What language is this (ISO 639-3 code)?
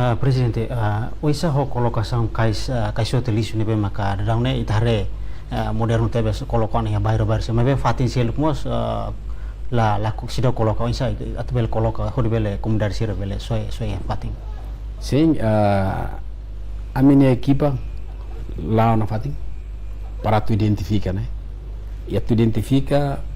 tet